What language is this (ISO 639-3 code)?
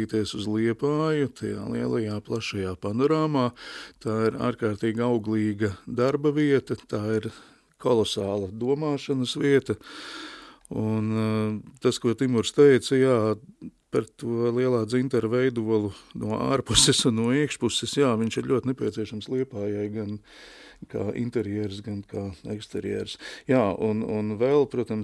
lav